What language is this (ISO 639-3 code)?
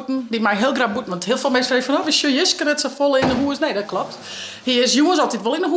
fry